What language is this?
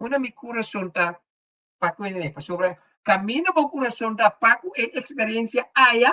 Papiamento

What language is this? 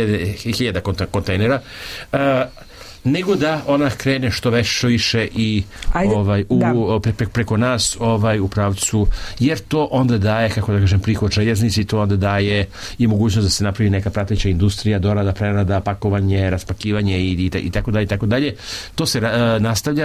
Serbian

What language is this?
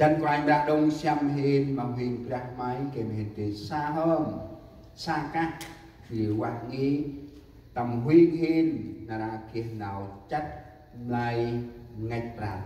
Central Mnong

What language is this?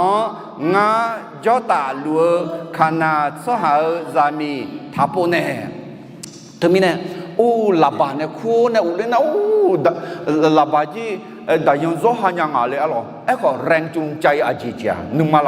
Akha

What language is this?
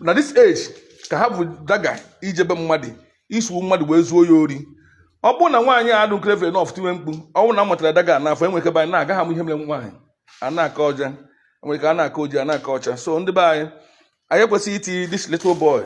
Igbo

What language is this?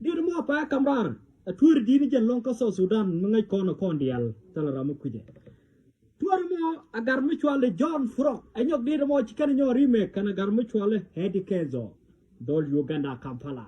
Nuer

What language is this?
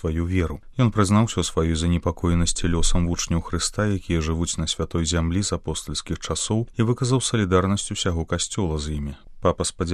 Belarusian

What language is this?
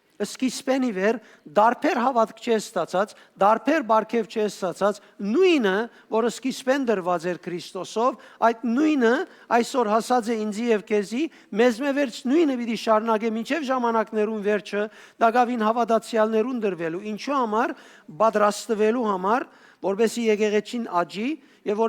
Western Armenian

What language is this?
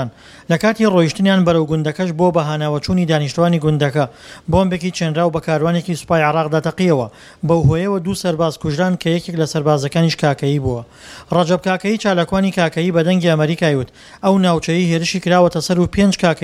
Central Kurdish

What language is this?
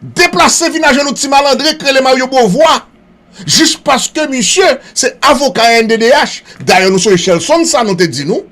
Haitian Creole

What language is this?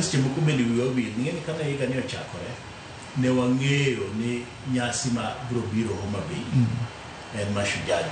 Luo (Kenya and Tanzania)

